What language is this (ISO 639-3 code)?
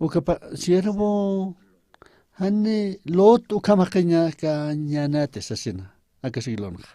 aym